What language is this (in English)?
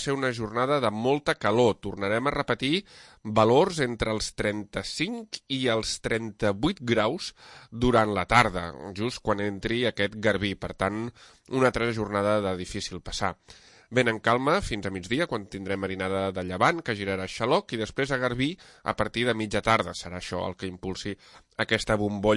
Catalan